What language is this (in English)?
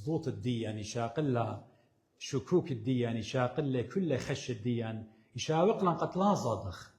Assyrian Neo-Aramaic